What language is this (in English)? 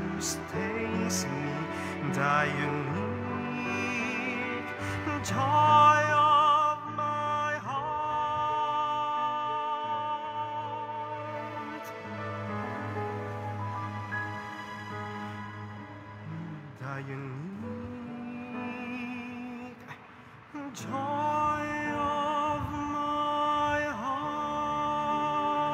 Filipino